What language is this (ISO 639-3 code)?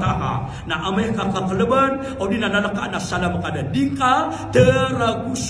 mrw